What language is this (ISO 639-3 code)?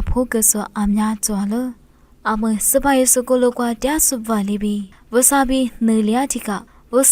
lis